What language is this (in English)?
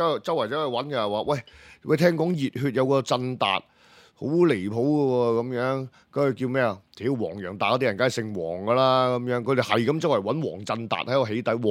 Cantonese